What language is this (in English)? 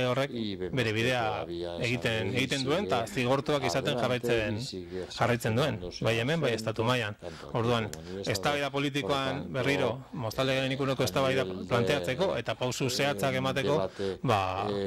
Basque